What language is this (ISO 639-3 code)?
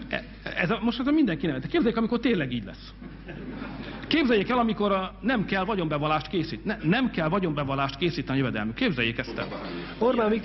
hun